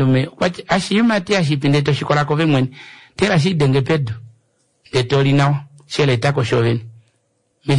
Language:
Kuanyama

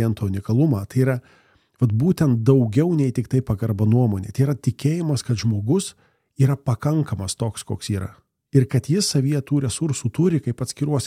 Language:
Lithuanian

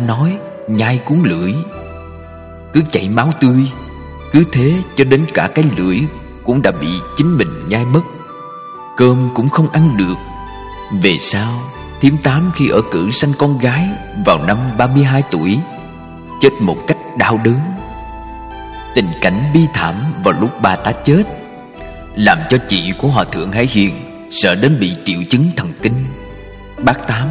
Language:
Vietnamese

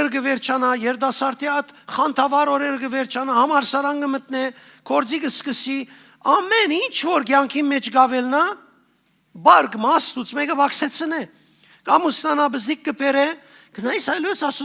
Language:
Western Armenian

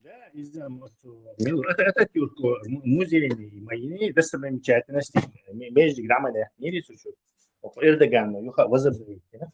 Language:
Chechen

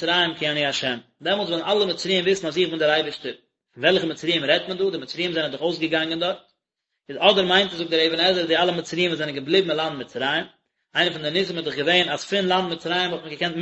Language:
Yiddish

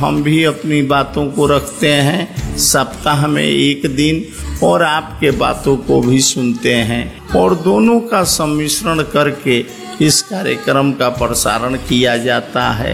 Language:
Hindi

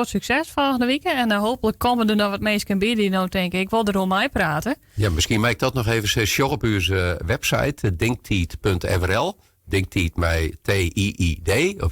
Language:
Western Frisian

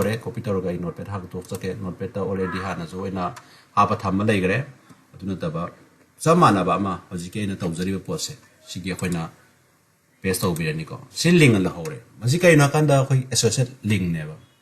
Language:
Manipuri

